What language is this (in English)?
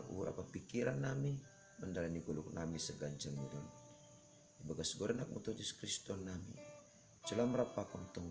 Batak Simalungun